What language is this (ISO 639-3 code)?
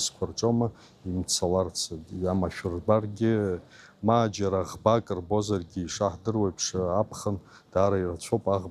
abk